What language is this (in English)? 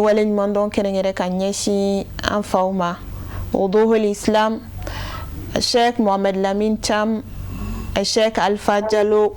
Bambara